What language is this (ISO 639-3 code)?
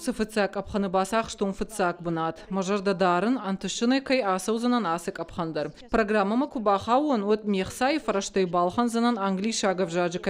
oss